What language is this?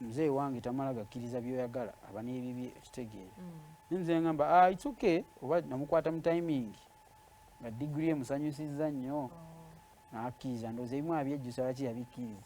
Ganda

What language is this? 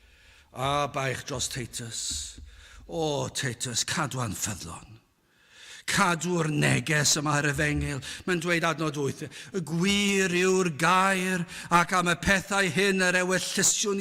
Welsh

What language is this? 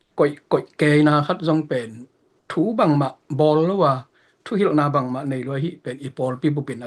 Tedim Chin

